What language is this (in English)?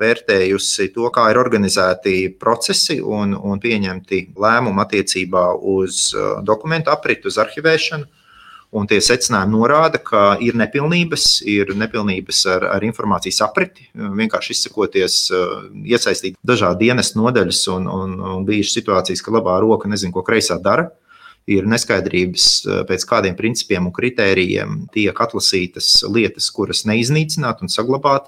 Latvian